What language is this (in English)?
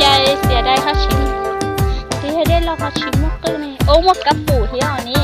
Hmong